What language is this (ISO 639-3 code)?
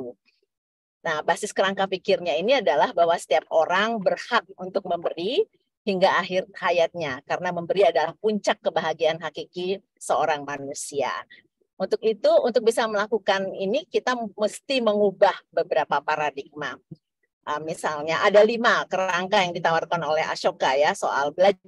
ind